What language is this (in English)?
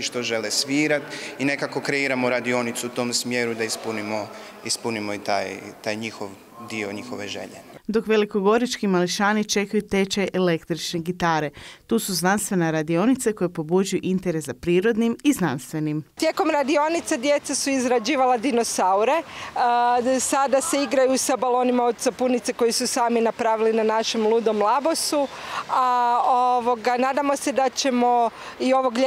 Croatian